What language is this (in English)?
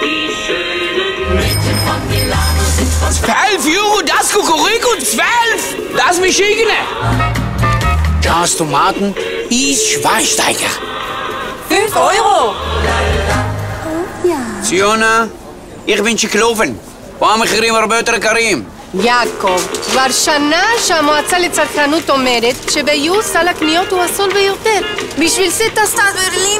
Hebrew